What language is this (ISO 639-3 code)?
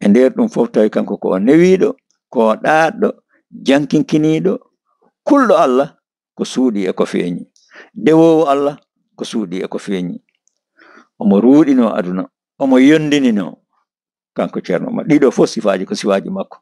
ful